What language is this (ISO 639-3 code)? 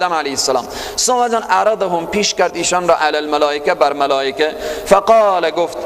fas